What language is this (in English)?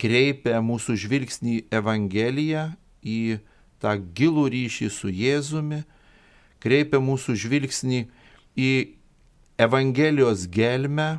Lithuanian